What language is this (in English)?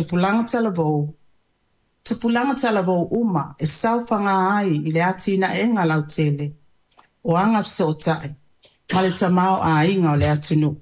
Samoan